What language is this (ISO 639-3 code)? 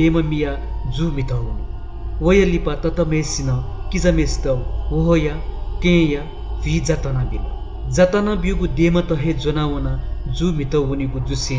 new